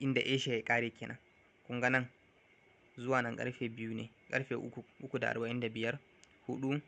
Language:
Hausa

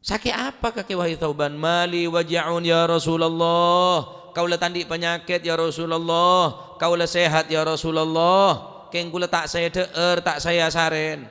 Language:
Madurese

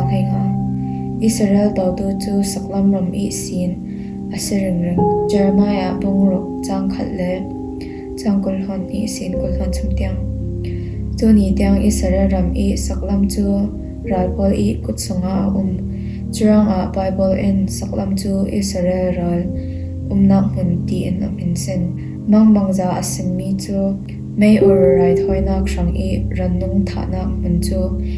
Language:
Falam Chin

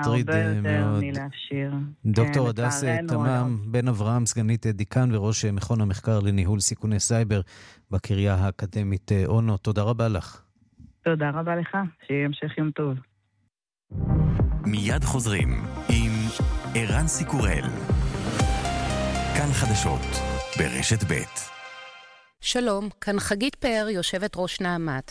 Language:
Hebrew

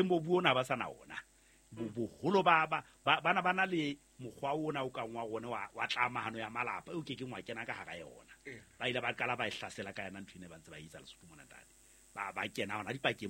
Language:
Southern Sotho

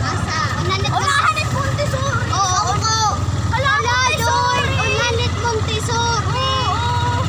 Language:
Waray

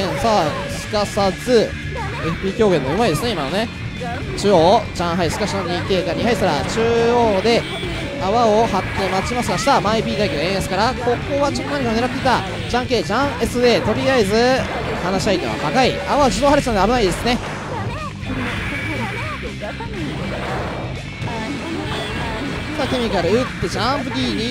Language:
Japanese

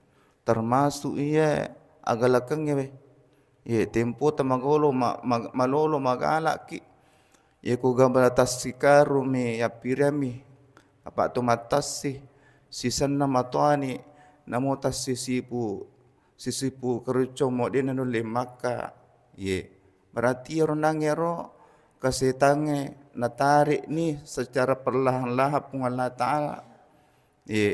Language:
Buginese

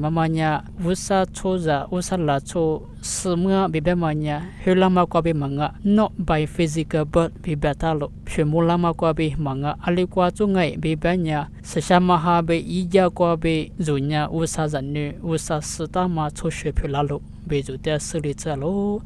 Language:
Lisu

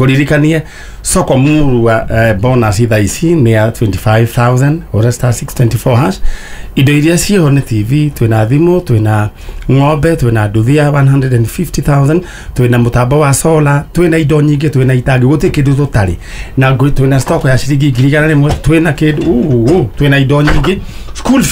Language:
Kikuyu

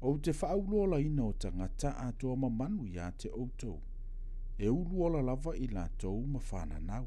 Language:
Samoan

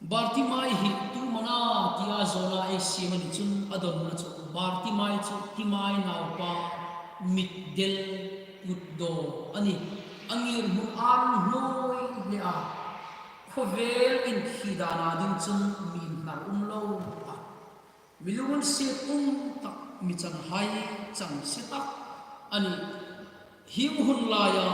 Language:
Hmar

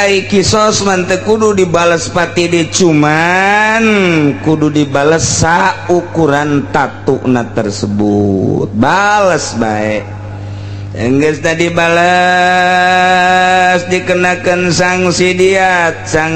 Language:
Sundanese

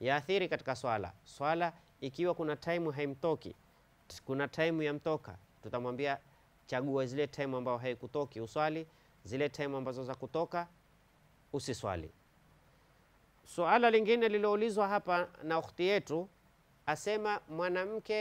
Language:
Swahili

